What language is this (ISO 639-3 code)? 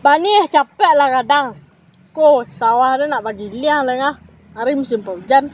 min